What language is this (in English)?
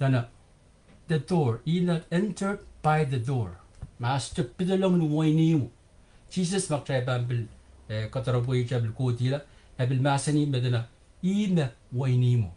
Pohnpeian